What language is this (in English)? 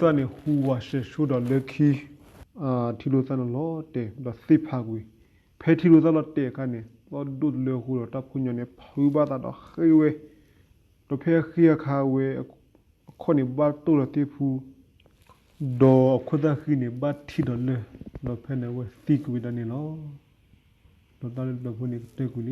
S'gaw Karen